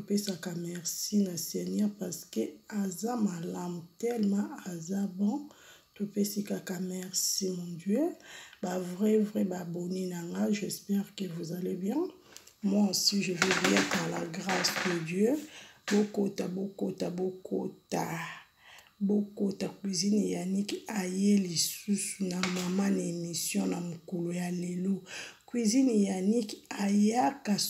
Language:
Lingala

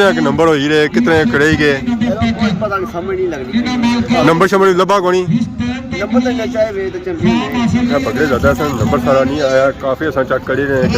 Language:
Pahari-Potwari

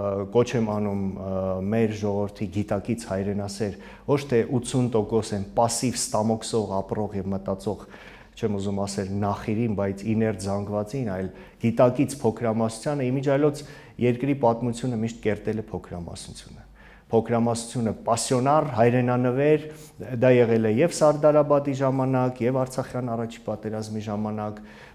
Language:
Armenian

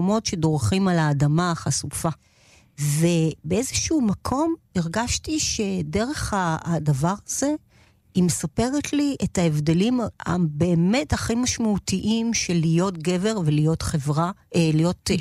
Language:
Hebrew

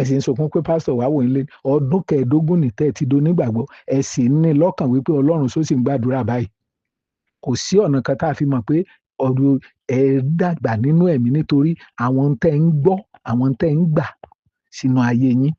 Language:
Yoruba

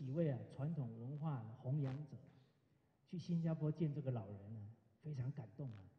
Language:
Chinese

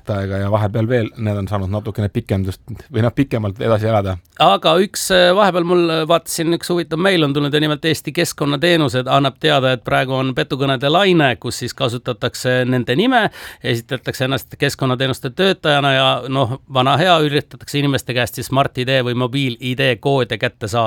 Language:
Estonian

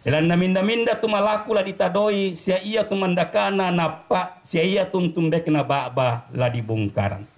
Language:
Toraja-Sa'dan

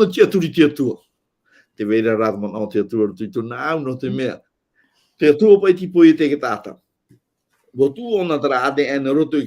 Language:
Tahitian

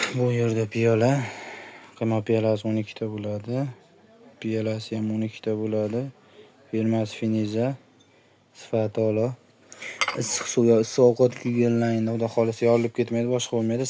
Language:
Uzbek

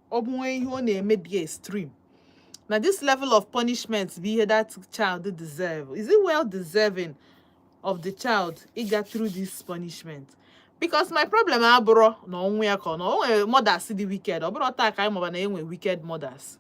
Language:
Igbo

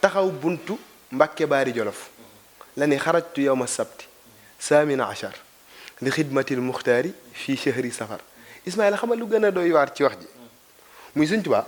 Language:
Wolof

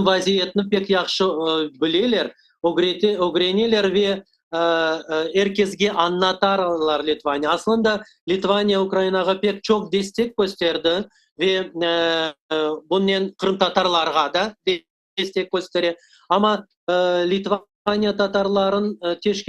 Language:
Crimean Tatar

